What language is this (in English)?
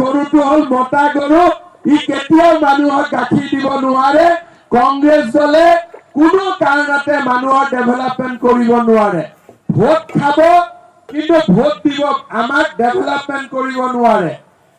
Assamese